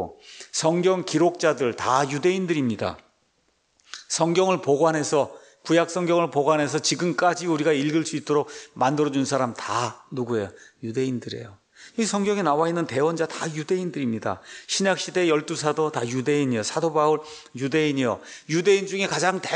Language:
Korean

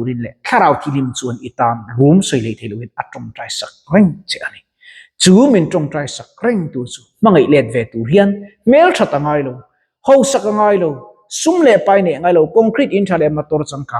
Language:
Mizo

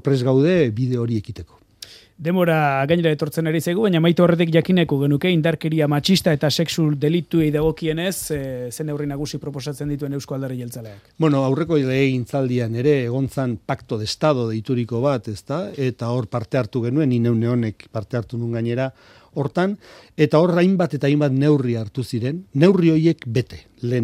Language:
Basque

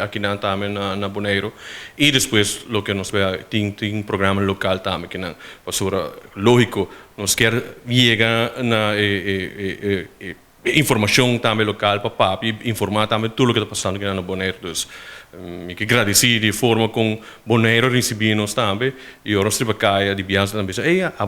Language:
Papiamento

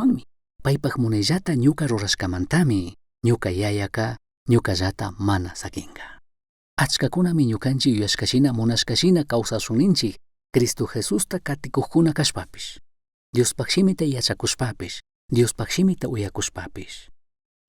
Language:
Chimborazo Highland Quichua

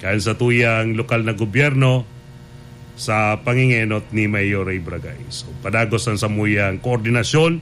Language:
Bikol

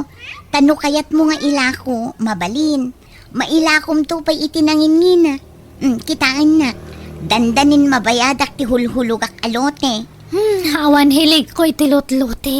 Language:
Iloko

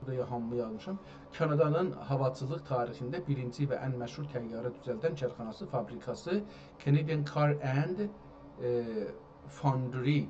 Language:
South Azerbaijani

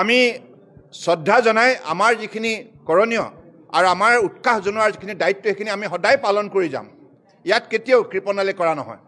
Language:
Assamese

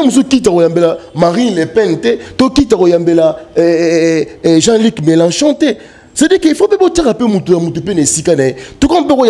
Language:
Lingala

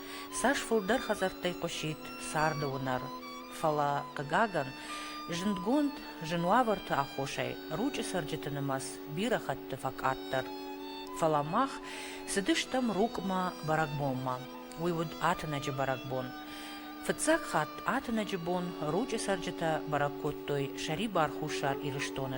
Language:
Ossetic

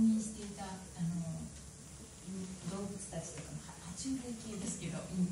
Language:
Japanese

